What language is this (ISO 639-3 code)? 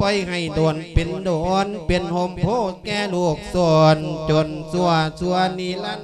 lao